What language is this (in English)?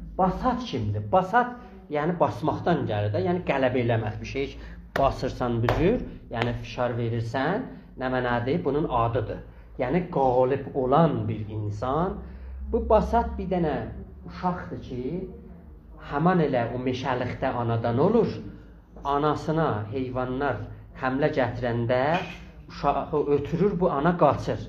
South Azerbaijani